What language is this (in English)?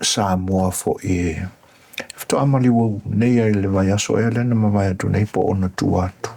Samoan